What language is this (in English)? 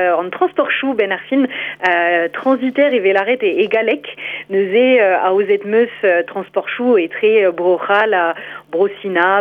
Breton